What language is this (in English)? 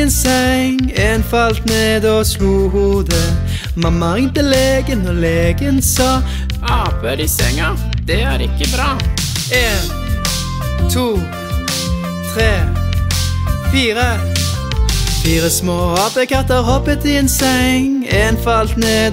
Norwegian